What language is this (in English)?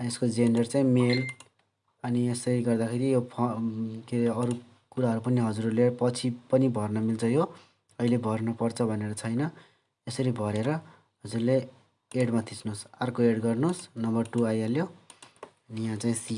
Nepali